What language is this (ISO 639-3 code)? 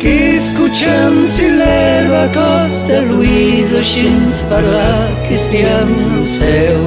oci